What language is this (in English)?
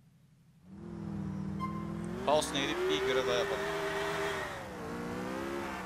Turkish